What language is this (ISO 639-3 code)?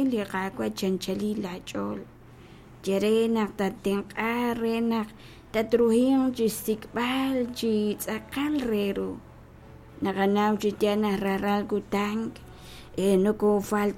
kek